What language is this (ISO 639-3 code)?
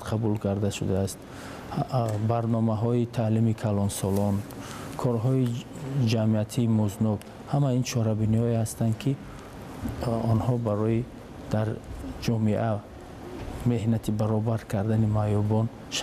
tgk